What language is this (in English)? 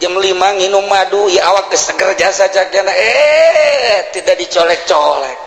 Sundanese